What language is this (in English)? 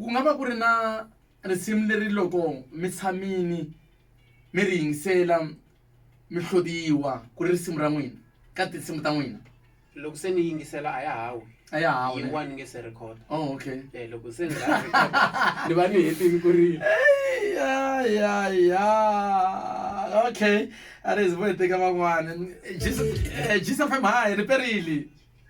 Tsonga